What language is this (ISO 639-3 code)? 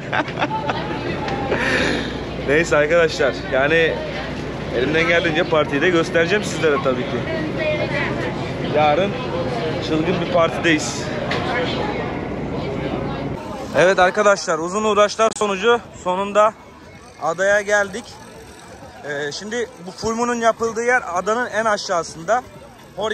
tur